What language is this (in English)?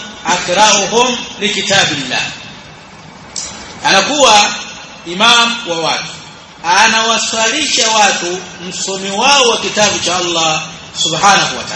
Swahili